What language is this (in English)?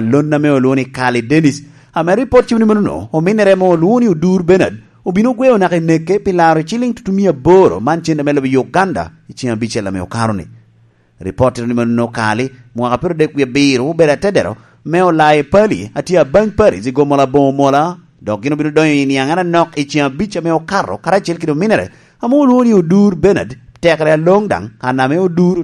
Lango (Uganda)